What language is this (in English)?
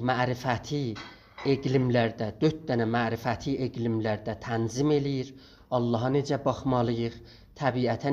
South Azerbaijani